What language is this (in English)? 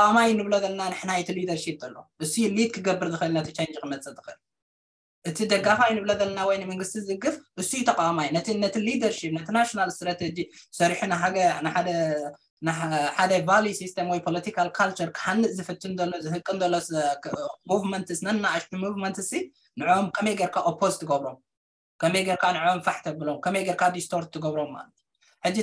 Tigrinya